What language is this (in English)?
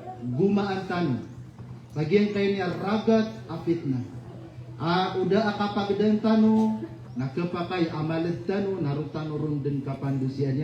Maranao